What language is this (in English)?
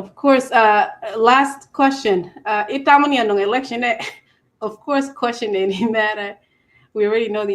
Acoli